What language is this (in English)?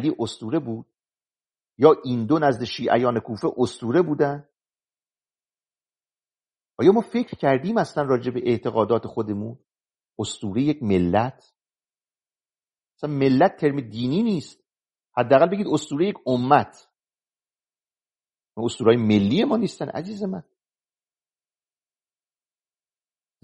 Persian